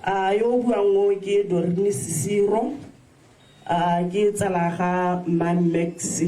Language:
Tswana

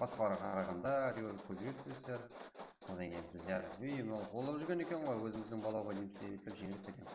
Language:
Kara-Kalpak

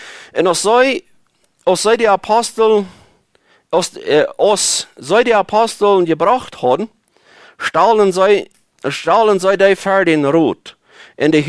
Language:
Plautdietsch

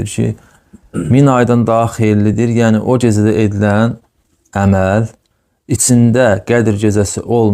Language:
Azerbaijani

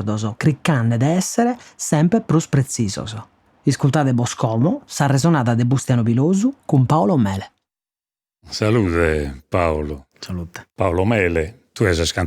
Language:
Sardinian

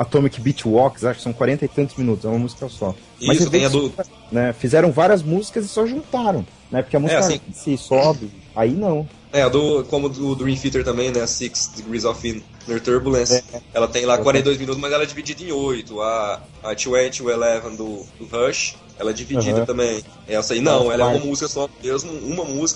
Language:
Portuguese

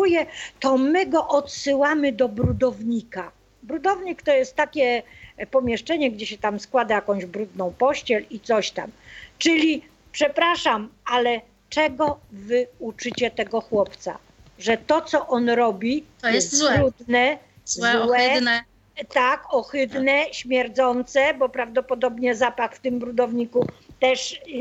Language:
Polish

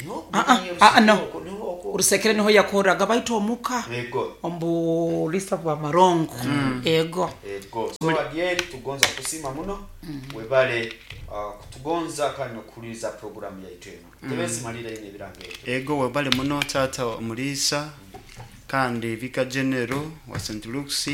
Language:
Nyoro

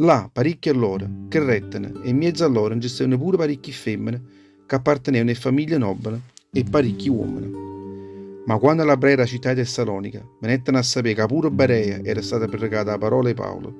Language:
Neapolitan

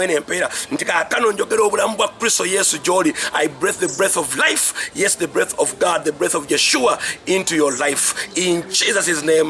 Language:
Ganda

